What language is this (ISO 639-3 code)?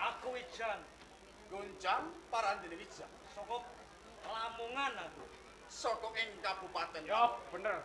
jav